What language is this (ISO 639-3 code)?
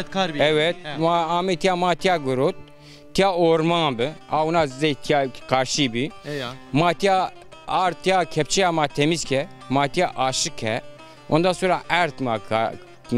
zza